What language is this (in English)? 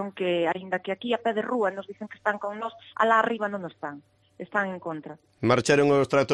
Galician